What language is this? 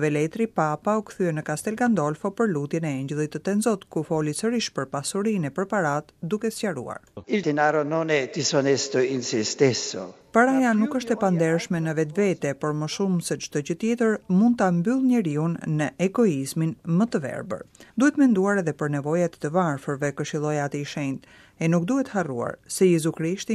Albanian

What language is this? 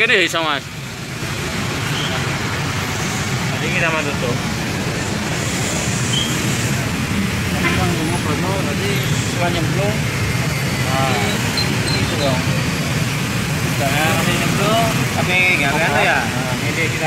Indonesian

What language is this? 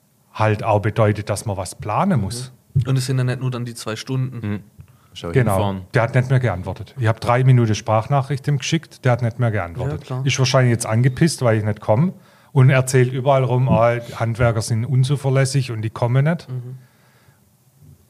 German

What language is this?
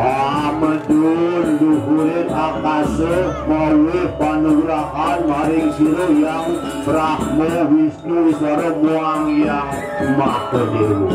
Balinese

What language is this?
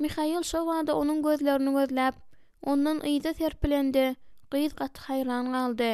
Turkmen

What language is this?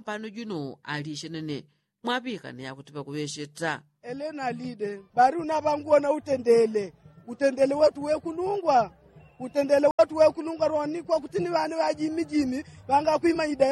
Yao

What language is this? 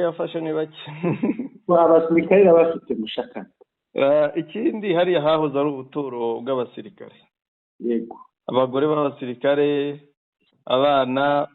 Kinyarwanda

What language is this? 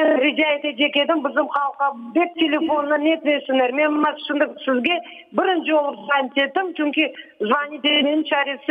Crimean Tatar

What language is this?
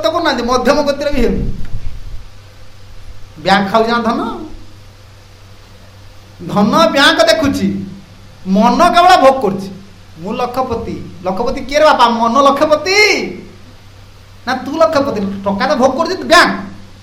Odia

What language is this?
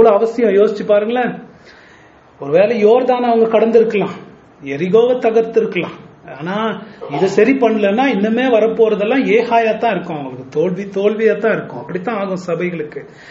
Tamil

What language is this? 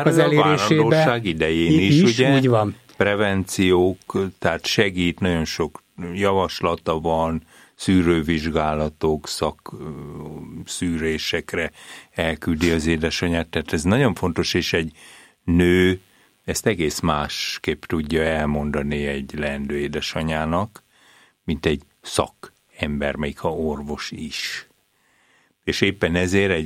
Hungarian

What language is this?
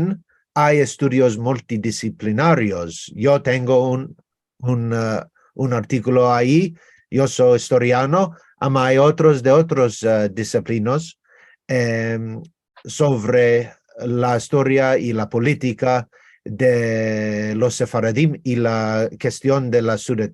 Ladino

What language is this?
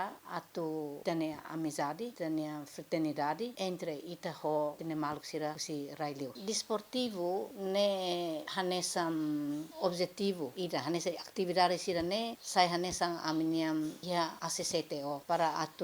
Tetum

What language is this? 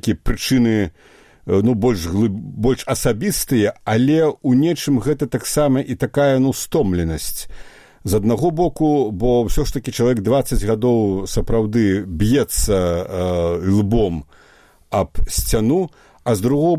Belarusian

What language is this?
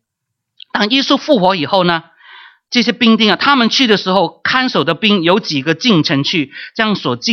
Chinese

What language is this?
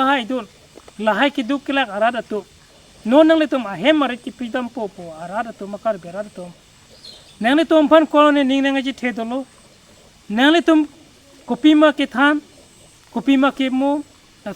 Karbi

